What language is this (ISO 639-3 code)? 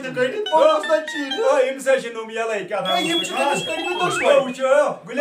kas